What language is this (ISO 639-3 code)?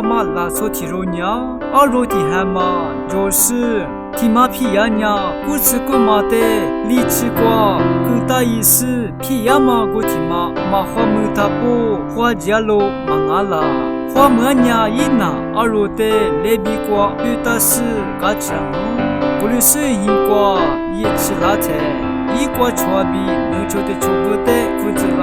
lis